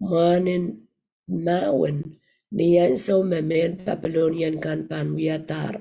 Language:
Pohnpeian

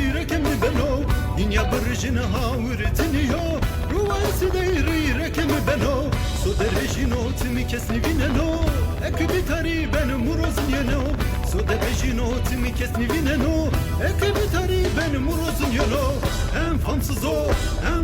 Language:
Zaza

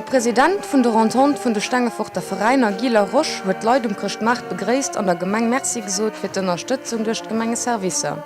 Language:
Luxembourgish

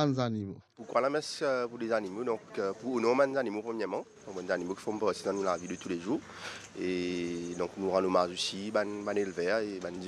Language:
Morisyen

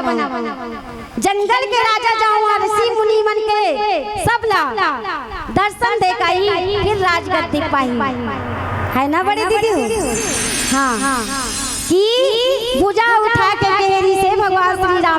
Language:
Chhattisgarhi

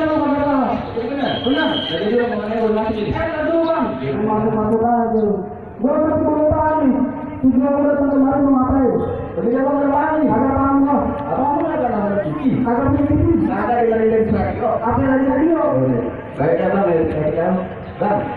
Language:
Betawi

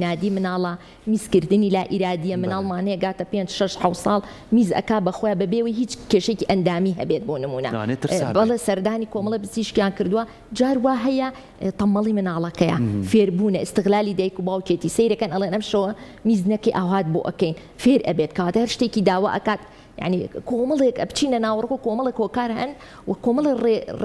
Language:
Central Kurdish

